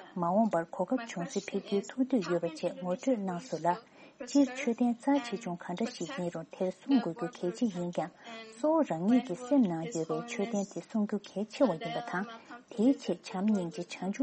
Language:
Tibetan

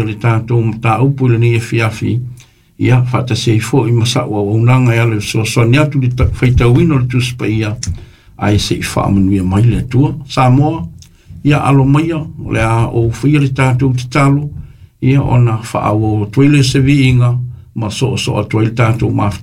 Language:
Samoan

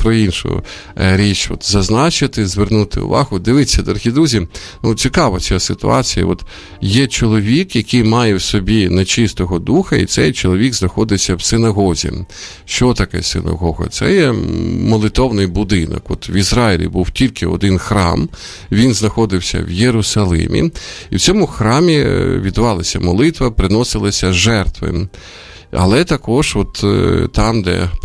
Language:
Ukrainian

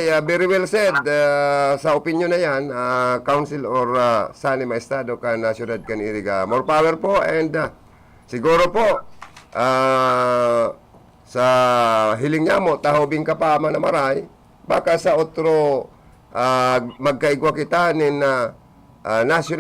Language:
Bikol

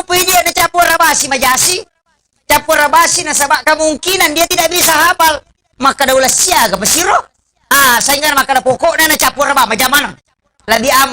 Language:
Buginese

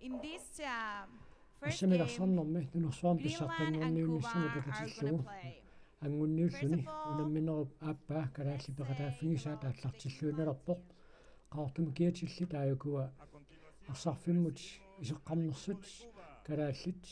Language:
Kalaallisut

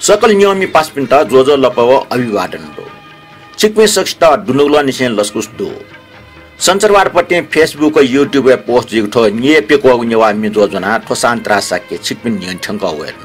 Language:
Newari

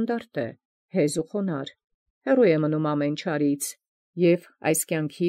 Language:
Armenian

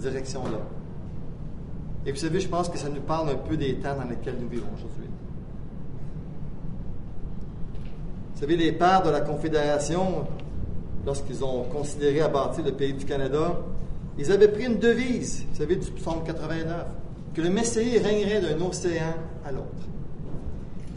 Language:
French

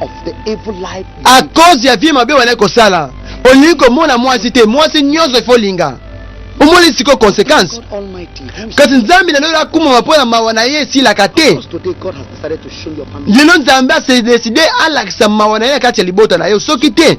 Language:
Lingala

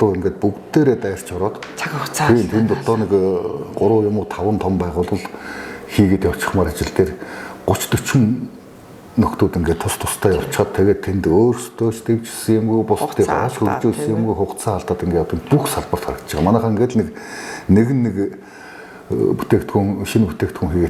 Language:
Mongolian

